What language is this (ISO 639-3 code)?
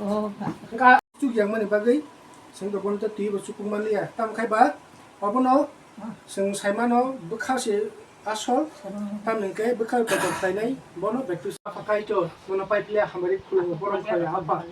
trp